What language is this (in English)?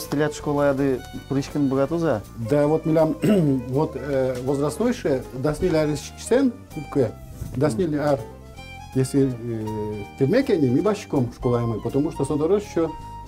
Udmurt